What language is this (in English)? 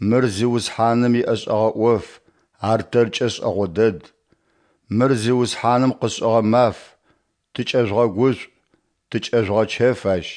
Adyghe